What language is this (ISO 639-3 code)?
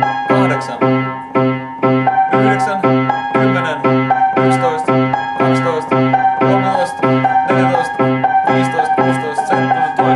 fin